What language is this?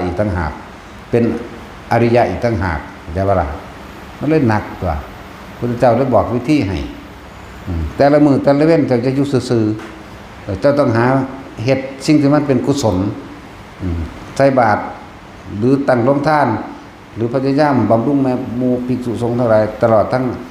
Lao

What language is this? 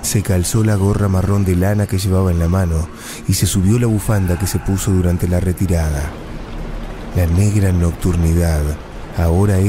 Spanish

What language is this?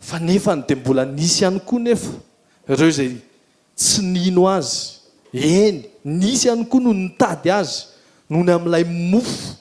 Malagasy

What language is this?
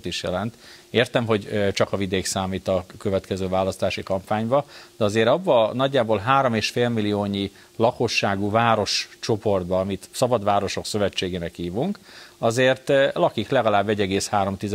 Hungarian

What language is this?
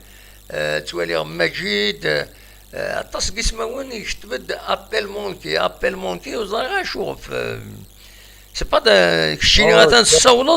Kabyle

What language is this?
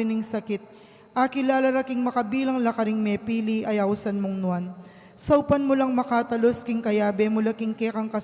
Pampanga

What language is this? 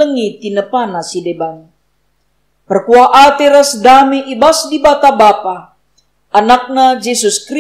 Batak Karo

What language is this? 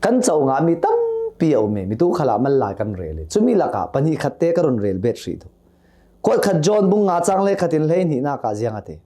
Hakha Chin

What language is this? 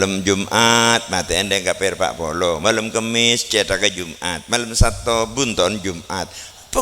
Madurese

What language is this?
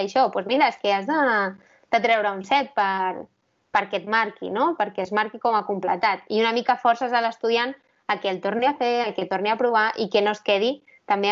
Catalan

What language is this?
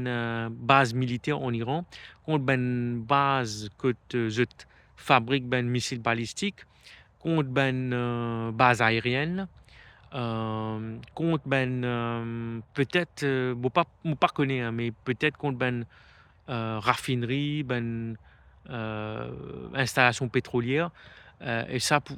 Morisyen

